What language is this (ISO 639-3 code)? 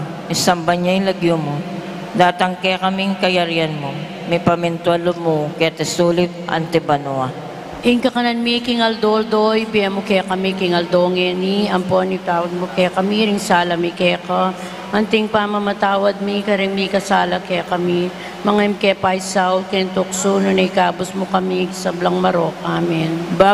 pam